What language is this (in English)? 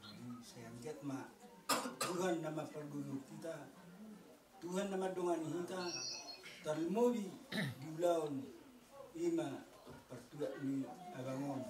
Batak Toba